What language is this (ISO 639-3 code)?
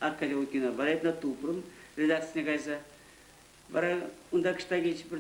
chv